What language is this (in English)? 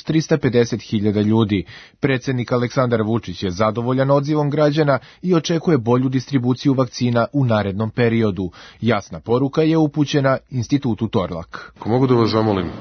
Serbian